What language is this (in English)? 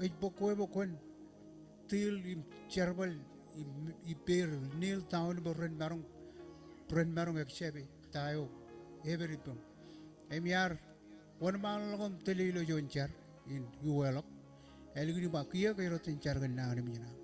Marshallese